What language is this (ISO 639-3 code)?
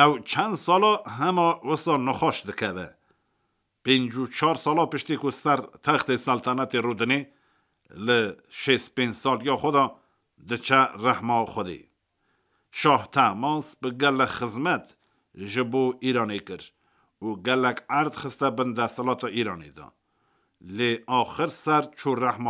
kur